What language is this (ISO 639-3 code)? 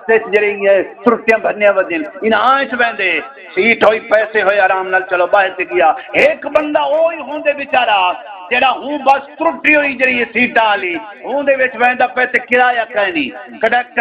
skr